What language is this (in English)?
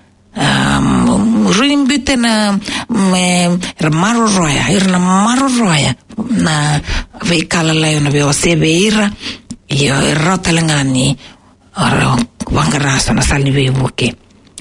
Fijian